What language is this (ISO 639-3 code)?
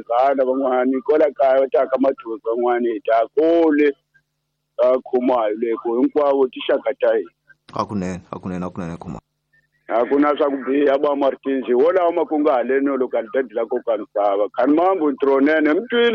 tso